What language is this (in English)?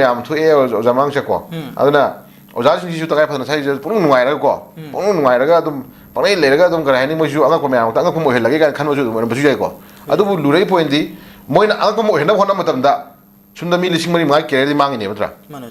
Manipuri